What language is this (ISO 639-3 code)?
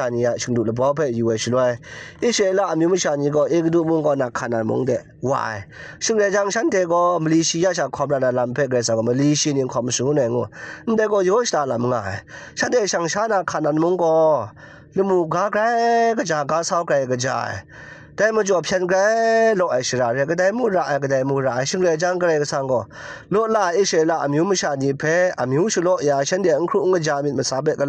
kac